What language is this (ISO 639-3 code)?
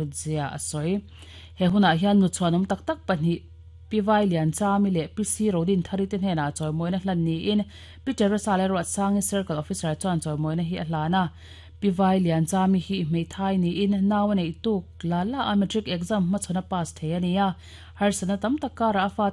lus